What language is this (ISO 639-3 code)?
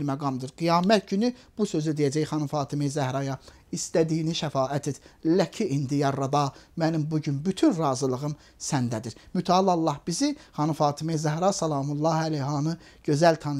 aze